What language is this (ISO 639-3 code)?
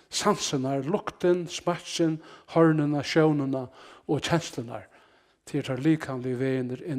fao